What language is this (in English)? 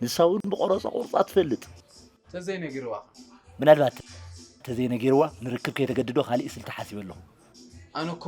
Tigrinya